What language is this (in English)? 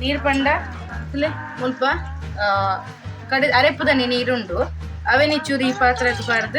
Tulu